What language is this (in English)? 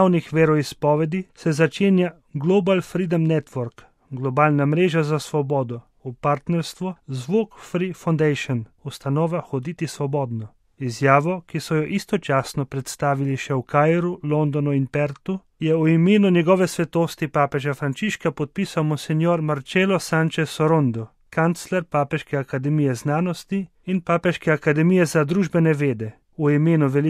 Slovenian